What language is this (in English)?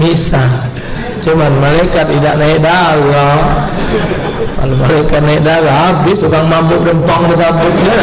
Musi